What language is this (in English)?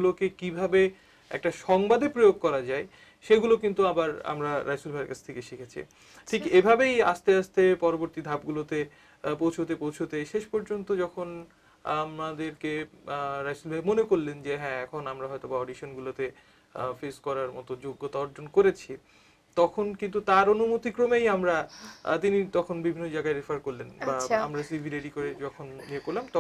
Bangla